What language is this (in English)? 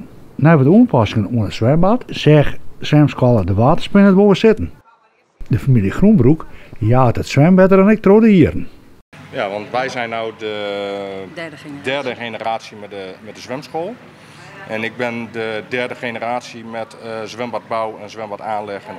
Western Frisian